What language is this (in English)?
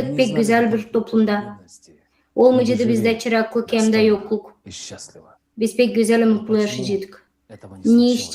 Gagauz